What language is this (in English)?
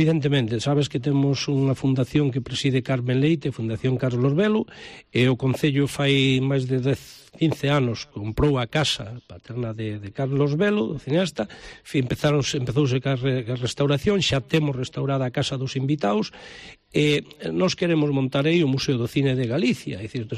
Galician